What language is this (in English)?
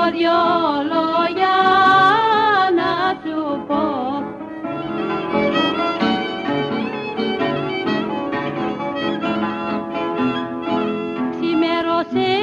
Greek